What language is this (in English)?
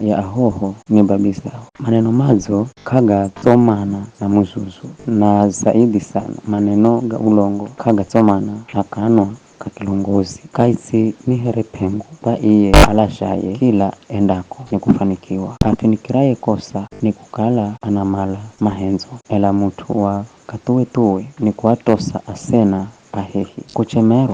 Giryama